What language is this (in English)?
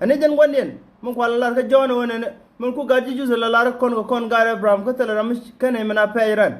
Nuer